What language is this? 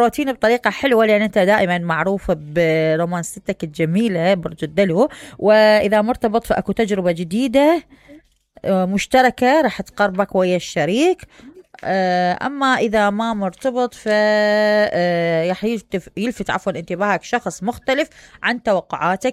Mesopotamian Arabic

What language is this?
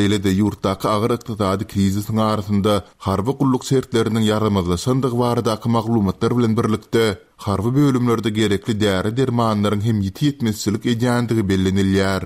Turkmen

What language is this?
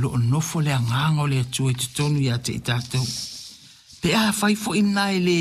Samoan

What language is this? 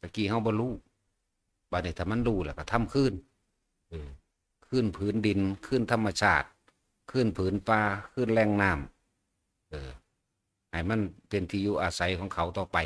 Northeastern Thai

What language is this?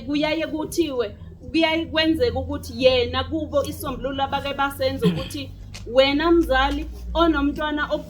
Zulu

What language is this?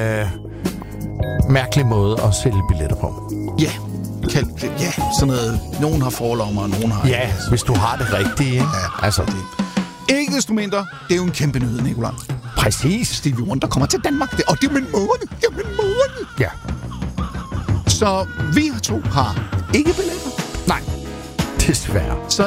Danish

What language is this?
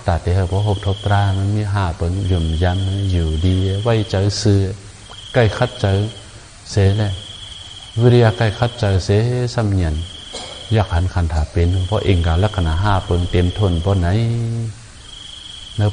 Shan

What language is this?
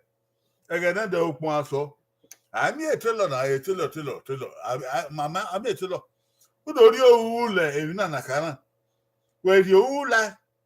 Bini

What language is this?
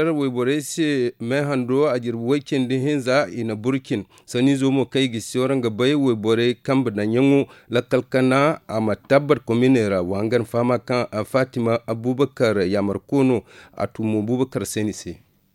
Zarma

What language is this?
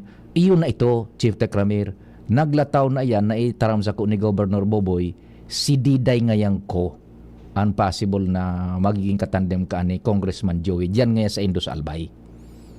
Bikol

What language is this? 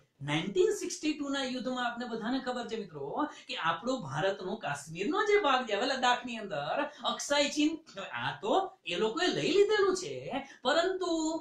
Gujarati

